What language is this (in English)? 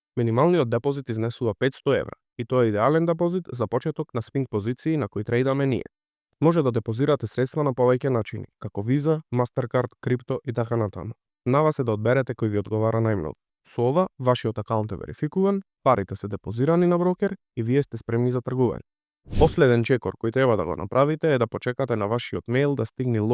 Macedonian